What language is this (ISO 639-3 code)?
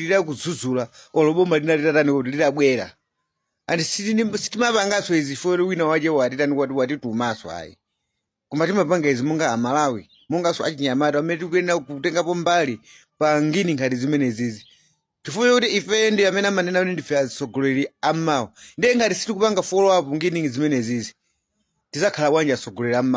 nya